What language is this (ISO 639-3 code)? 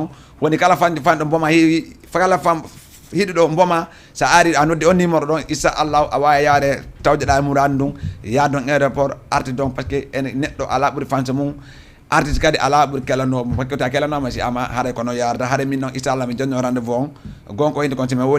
ful